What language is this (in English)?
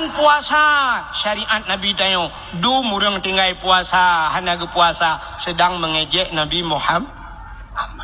Achinese